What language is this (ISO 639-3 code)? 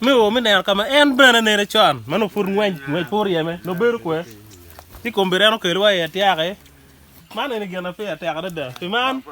ach